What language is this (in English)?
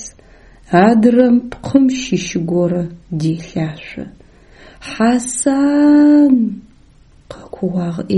Adyghe